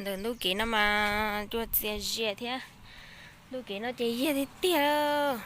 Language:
Hmong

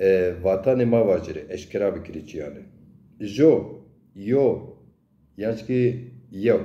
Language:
Zaza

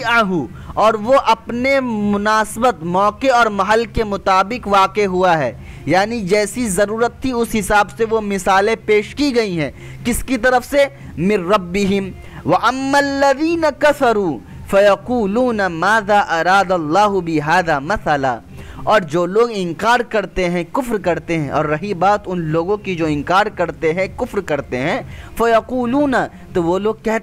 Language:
Urdu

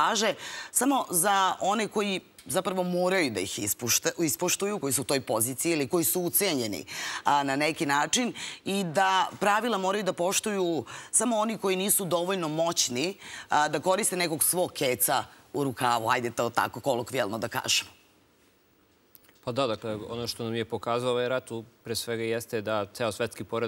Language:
Serbian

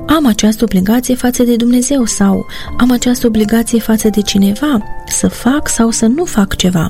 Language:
Romanian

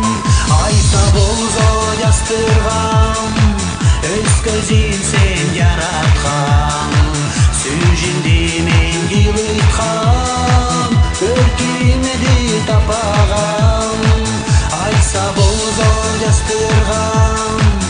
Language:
Kazakh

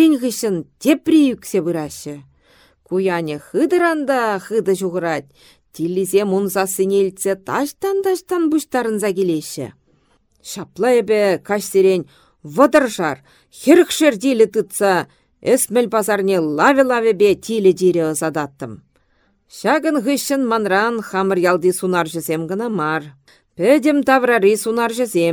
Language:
Chuvash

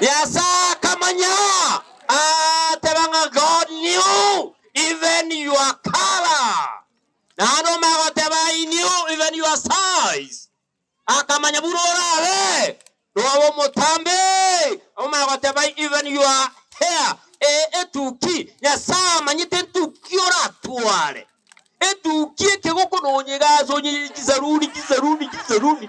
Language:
Gusii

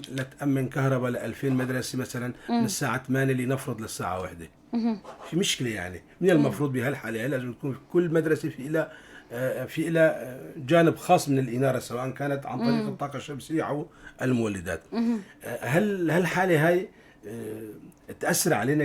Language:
North Levantine Arabic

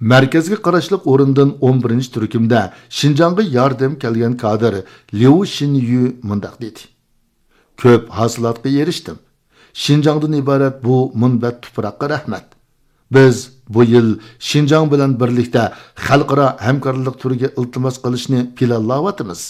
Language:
Uyghur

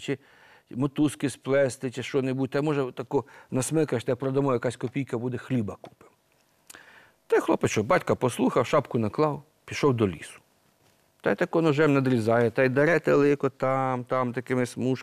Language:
Ukrainian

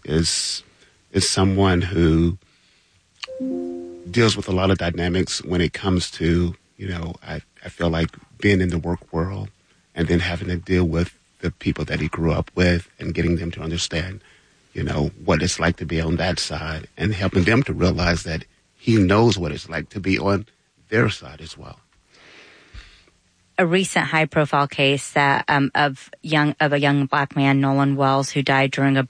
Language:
English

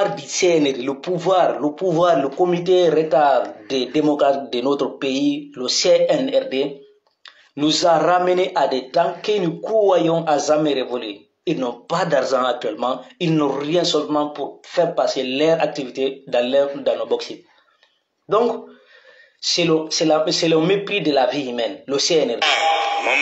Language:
Pular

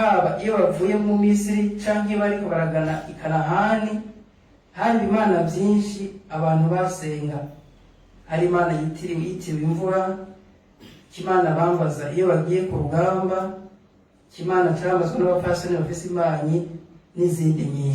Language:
Rundi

